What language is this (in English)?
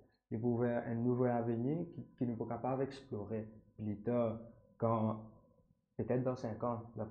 Morisyen